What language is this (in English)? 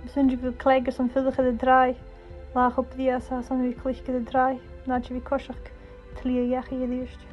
Scottish Gaelic